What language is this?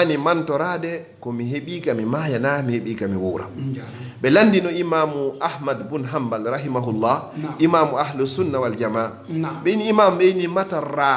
Fula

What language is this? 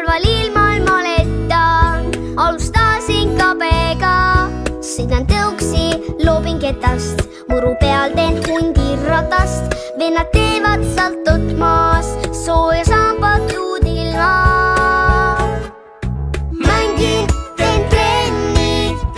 Estonian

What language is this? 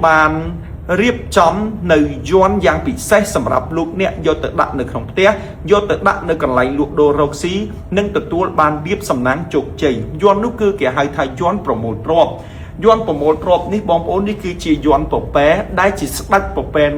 Khmer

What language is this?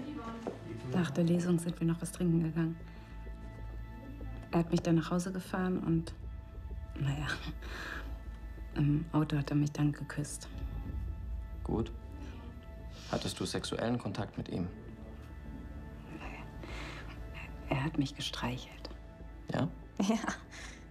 German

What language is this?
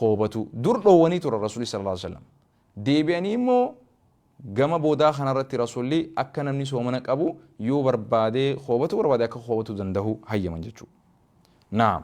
Oromo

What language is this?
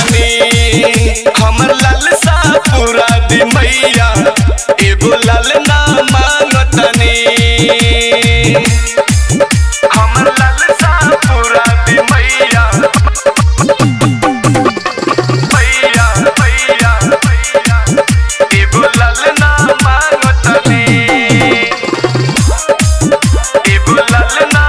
Bhojpuri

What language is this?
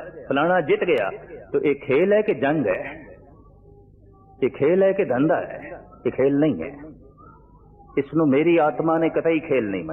Punjabi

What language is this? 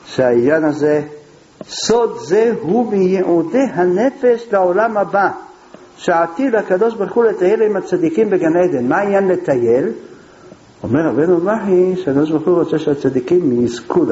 Hebrew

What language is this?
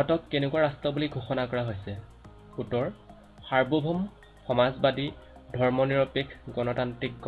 Assamese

